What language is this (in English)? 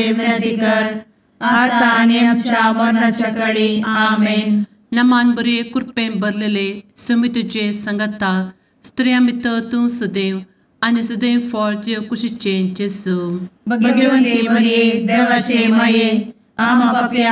Konkani